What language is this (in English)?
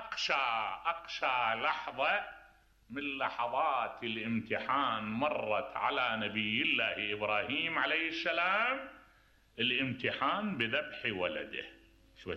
Mesopotamian Arabic